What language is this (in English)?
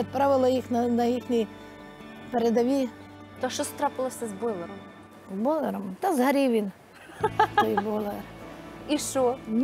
Ukrainian